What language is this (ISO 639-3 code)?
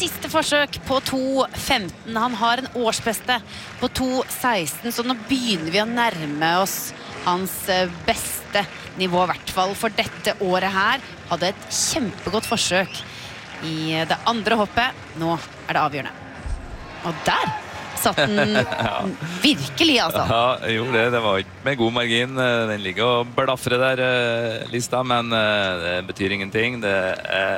nor